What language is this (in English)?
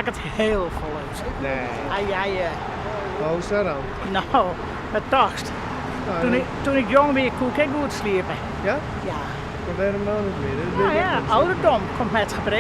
Western Frisian